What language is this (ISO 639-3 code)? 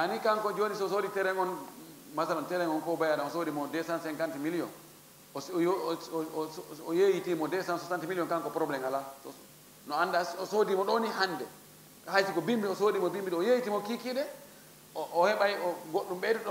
ful